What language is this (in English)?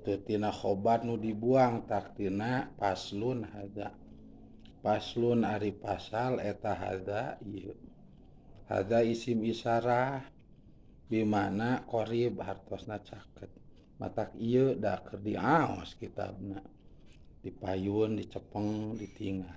Sundanese